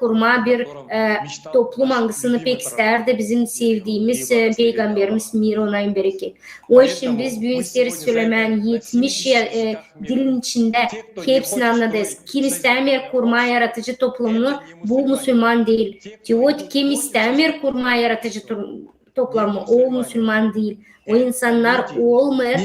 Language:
Gagauz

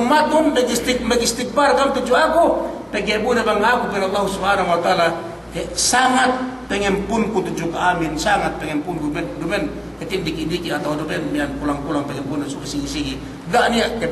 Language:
Yakan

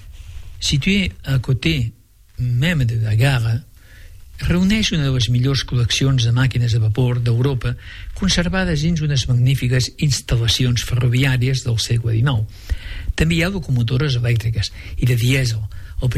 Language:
Catalan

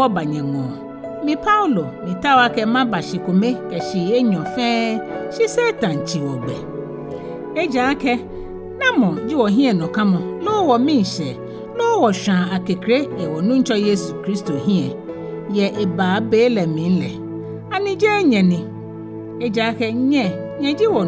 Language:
Ga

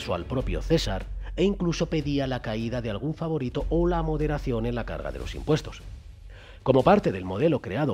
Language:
Spanish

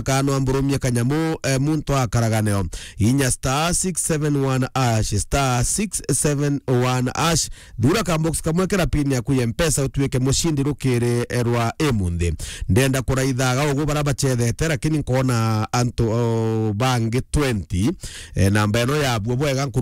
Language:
Meru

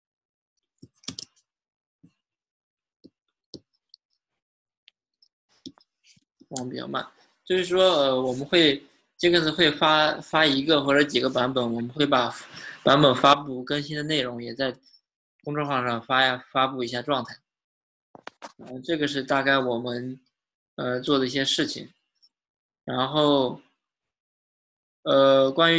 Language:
Chinese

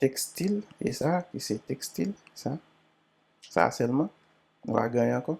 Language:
Haitian Creole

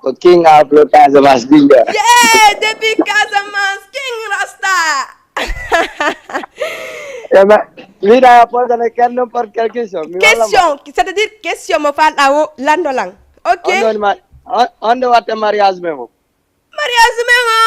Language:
Fula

